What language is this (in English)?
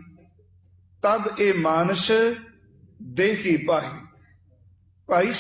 Punjabi